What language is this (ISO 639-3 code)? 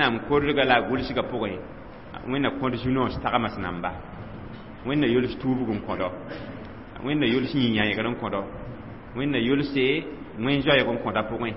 mos